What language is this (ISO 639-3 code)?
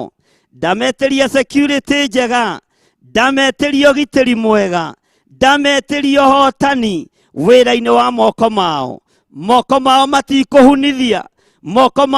kik